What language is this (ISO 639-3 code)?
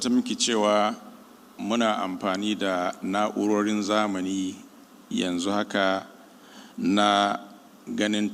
hau